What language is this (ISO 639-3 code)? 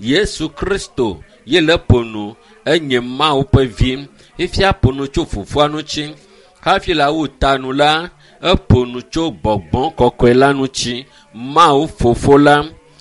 ewe